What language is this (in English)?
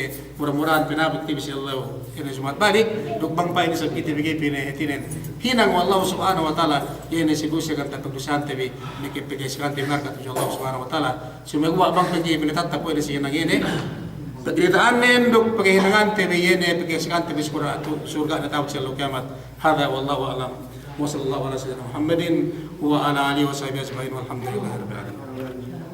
Yakan